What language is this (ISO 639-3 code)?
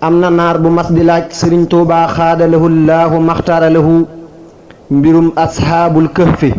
wol